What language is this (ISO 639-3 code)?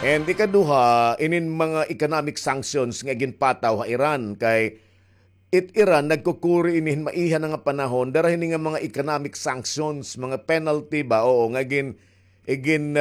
war